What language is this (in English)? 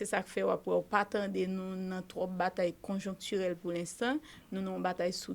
Haitian Creole